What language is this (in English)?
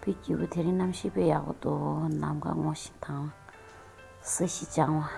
Tibetan